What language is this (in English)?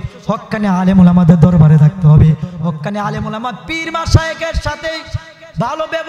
Bangla